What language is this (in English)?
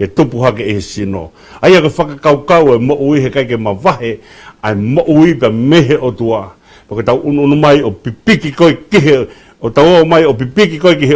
Tongan